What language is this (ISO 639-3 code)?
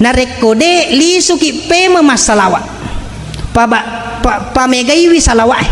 bug